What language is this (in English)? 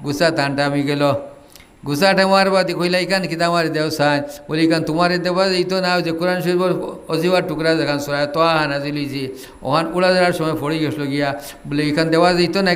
Sylheti